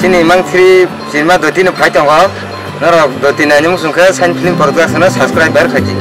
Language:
Kok Borok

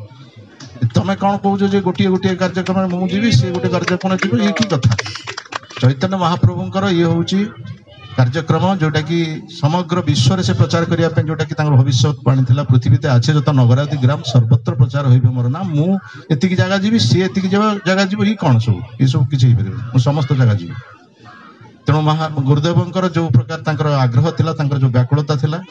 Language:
Odia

